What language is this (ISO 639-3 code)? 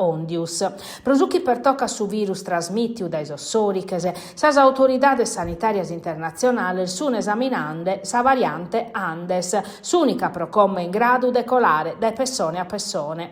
srd